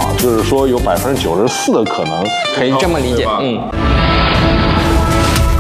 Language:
Chinese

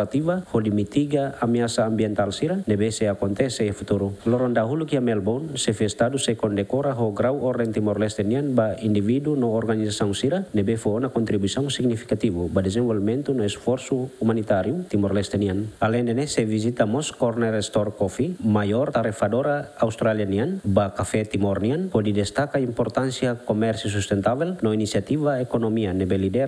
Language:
Tetum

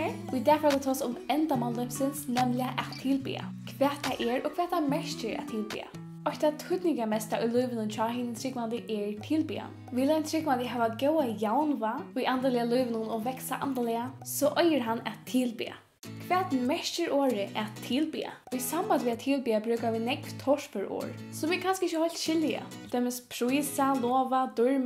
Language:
Faroese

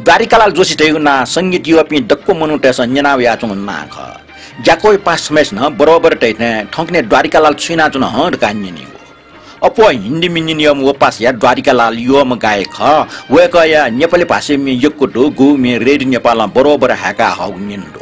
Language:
Newari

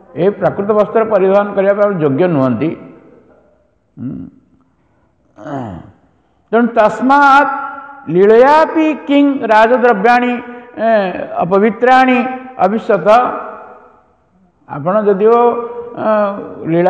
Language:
Odia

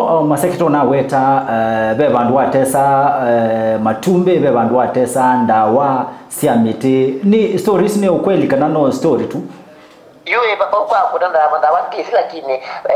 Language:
Kamba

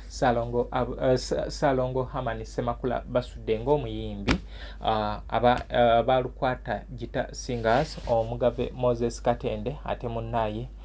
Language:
Ganda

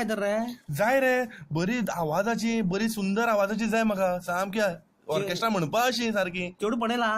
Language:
Konkani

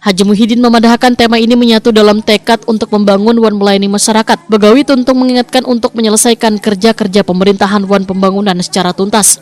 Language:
Banjar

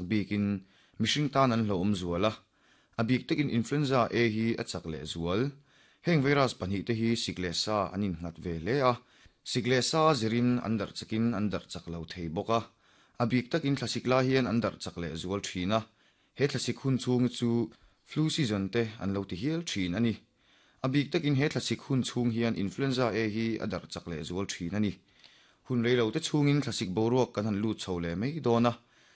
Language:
Mizo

